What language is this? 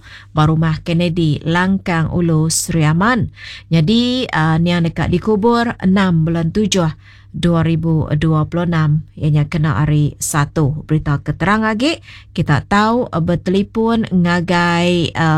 Iban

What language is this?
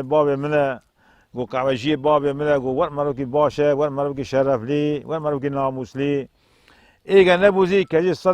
Kurdish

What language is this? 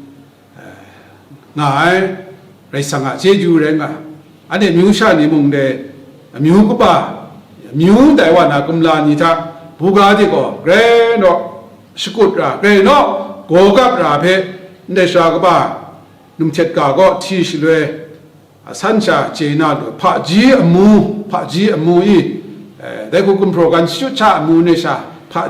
Kachin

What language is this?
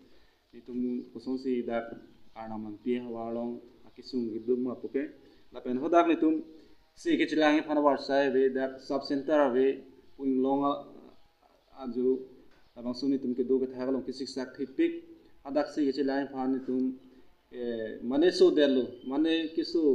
Karbi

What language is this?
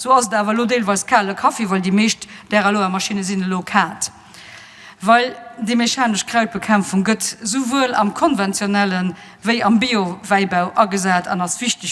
Luxembourgish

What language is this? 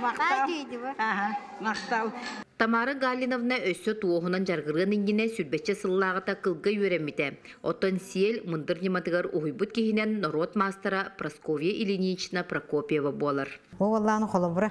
Yakut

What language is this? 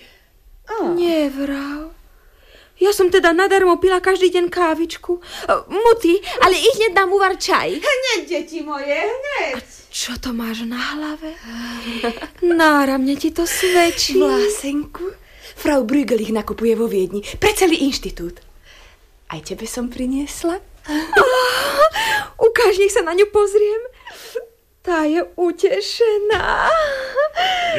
Slovak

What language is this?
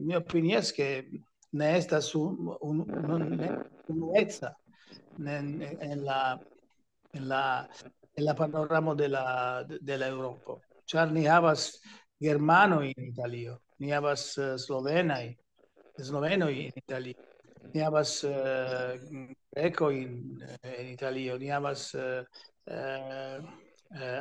Esperanto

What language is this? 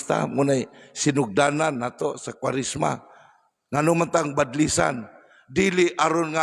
Cebuano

